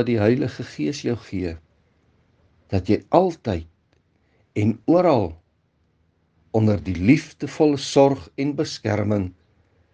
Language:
Afrikaans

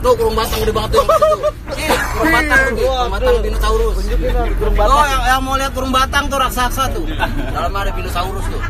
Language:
Betawi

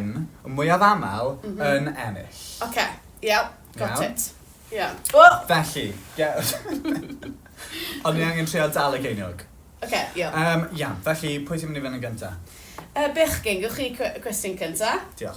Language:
Welsh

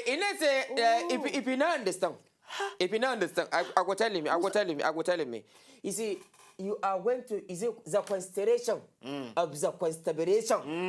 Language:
Nigerian Pidgin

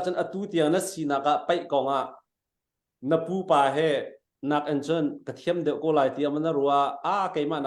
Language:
Hakha Chin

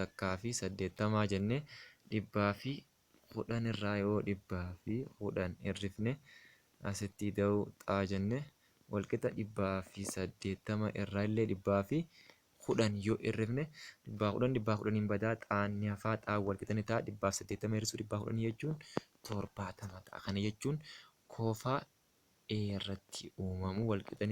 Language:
Oromo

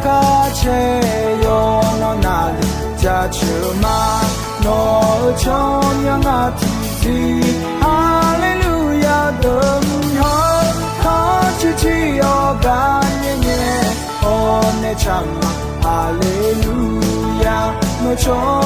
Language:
Akha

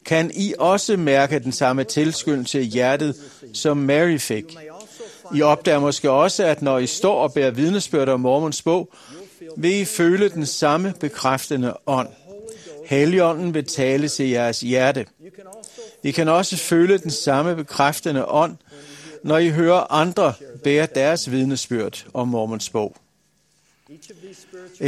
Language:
Danish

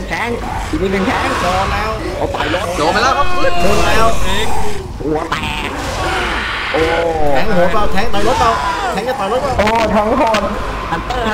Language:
Thai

